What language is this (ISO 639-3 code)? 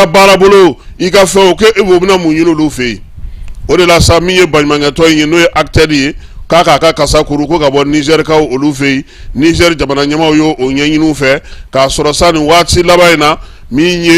bam